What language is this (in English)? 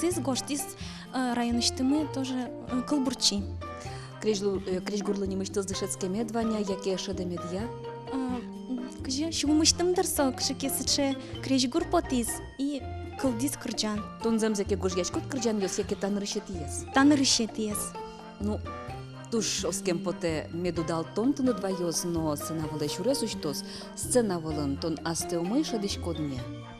Udmurt